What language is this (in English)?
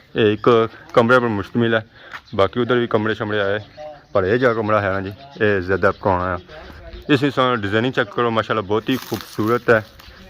Pahari-Potwari